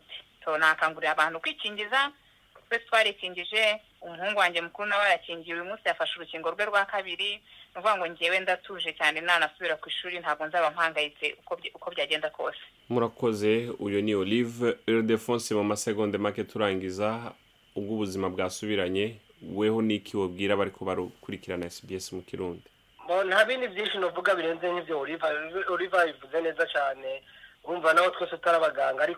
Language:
Rundi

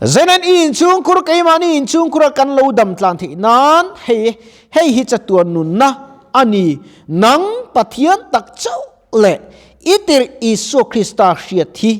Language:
Mizo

